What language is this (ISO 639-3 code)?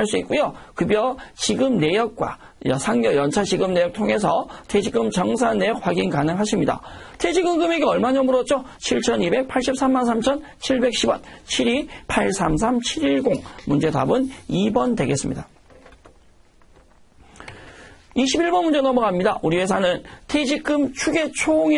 kor